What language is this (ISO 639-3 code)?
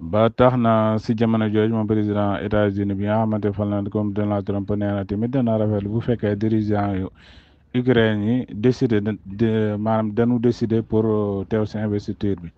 wol